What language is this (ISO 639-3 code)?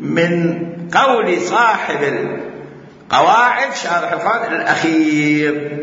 acm